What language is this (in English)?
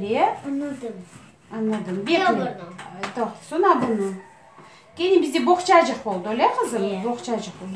Crimean Tatar